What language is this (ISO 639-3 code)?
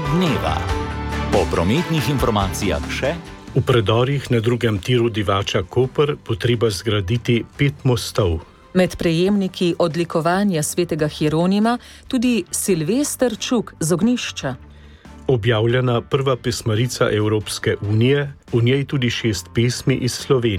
slv